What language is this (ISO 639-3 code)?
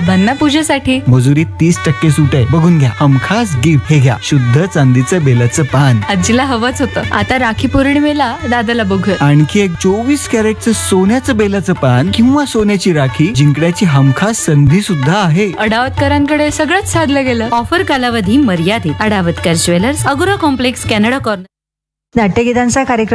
mar